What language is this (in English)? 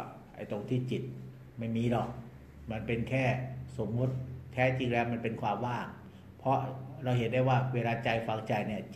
Thai